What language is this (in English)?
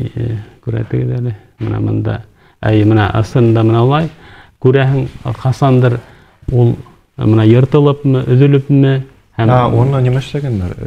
Bashkir